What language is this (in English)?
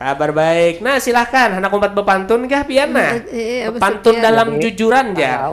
Banjar